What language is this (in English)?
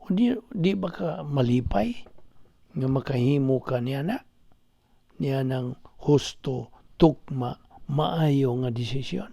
Cebuano